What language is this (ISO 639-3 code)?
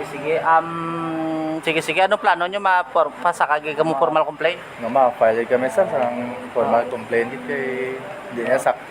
hil